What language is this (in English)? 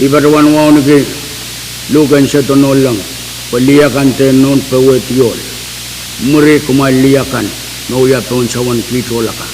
Pohnpeian